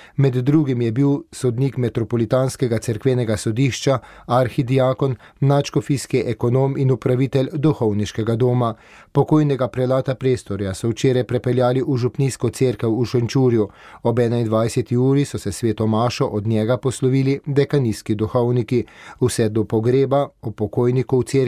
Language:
Slovenian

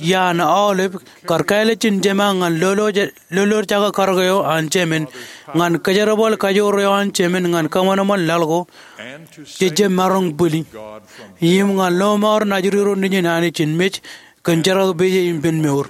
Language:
Marshallese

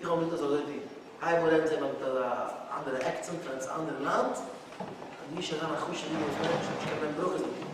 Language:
Yiddish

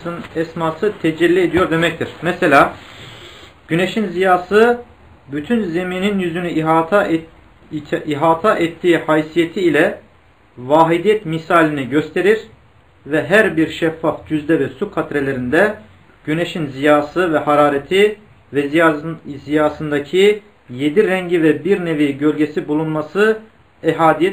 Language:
Turkish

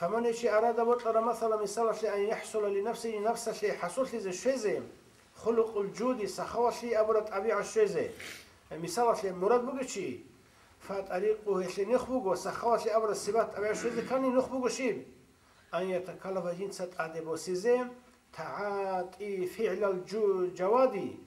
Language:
Avaric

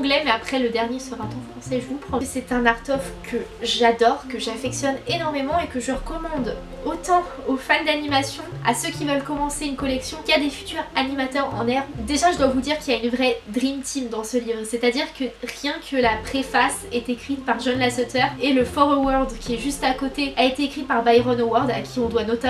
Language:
French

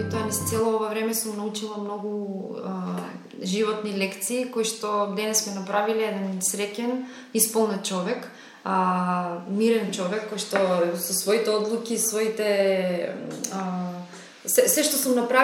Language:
Macedonian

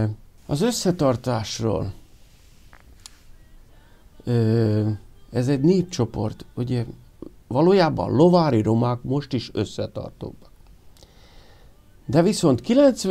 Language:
Hungarian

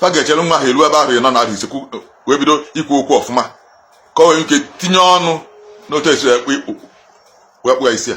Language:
Igbo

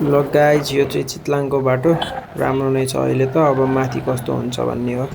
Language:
Nepali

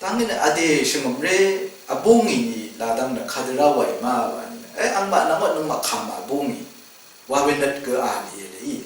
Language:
Rawang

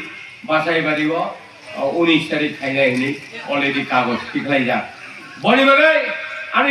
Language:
Kok Borok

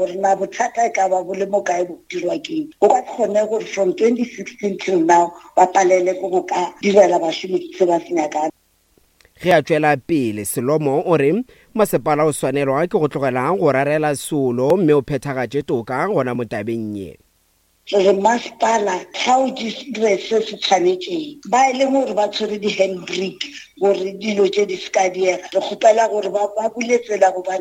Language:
Northern Sotho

